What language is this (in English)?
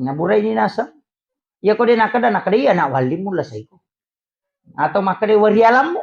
Buginese